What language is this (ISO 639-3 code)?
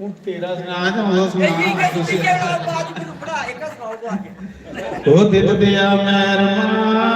doi